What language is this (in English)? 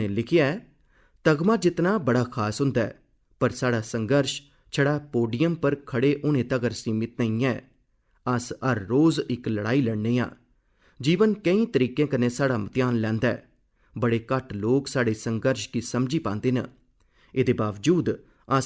Dogri